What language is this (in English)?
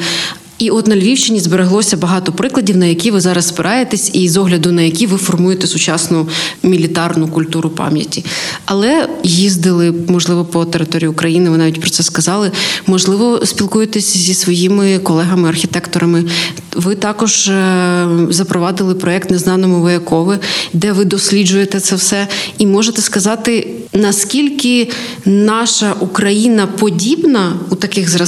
Ukrainian